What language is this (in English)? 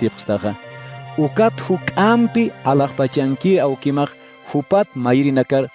Aymara